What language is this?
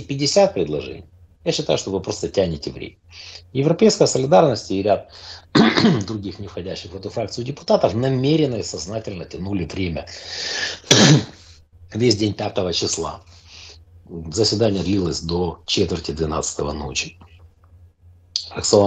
Russian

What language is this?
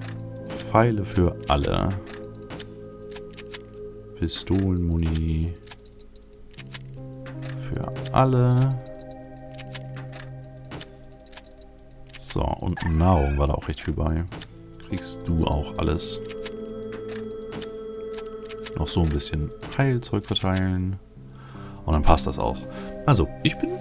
German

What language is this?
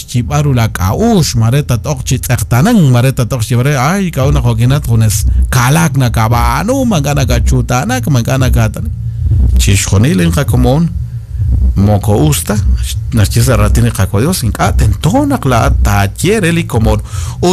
Kekchí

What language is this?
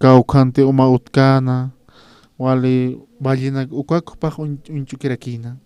Aymara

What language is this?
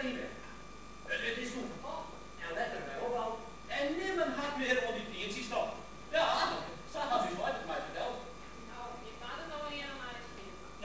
Western Frisian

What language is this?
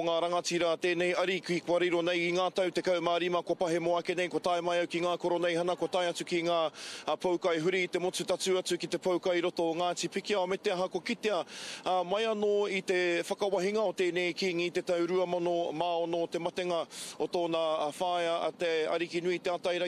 Māori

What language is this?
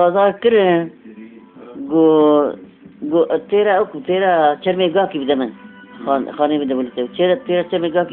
Kurdish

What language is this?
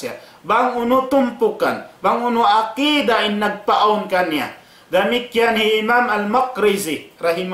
Tausug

